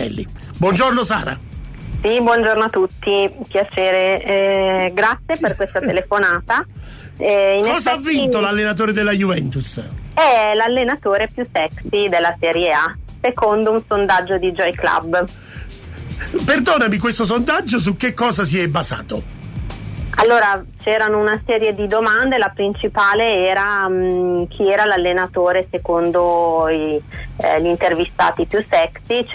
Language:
Italian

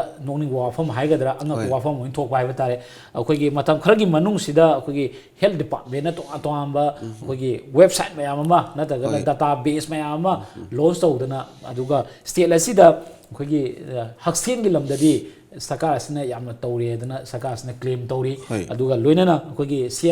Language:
Manipuri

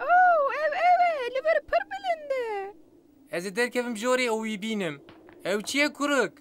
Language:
Kurdish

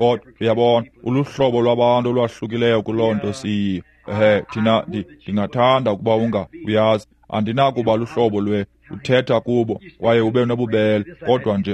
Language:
Xhosa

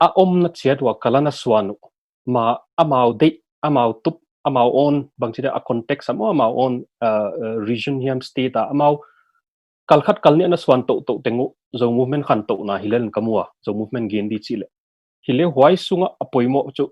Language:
Tedim Chin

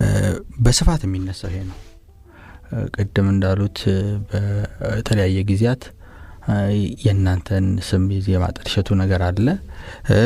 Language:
Amharic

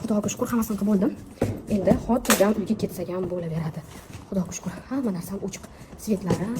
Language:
Uzbek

